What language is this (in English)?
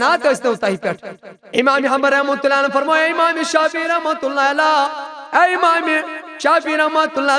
Kashmiri